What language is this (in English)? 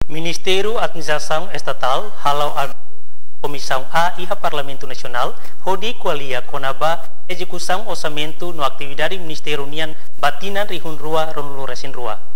Tetum